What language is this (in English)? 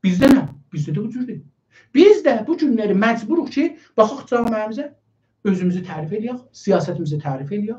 South Azerbaijani